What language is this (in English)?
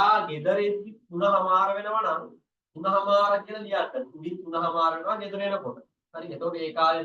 Sinhala